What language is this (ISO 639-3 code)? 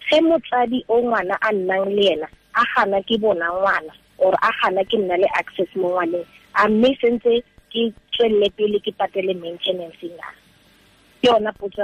tsn